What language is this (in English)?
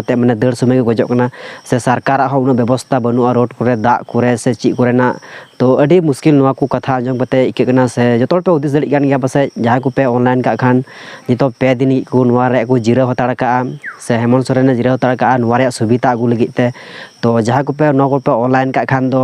Santali